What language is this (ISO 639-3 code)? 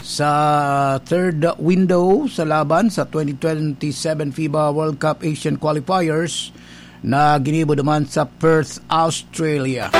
bik